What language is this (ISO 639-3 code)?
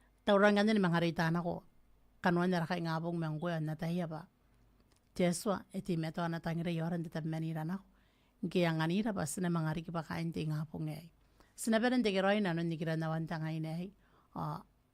gil